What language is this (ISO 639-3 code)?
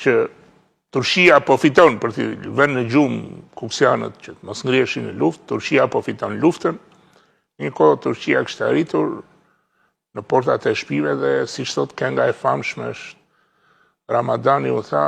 sqi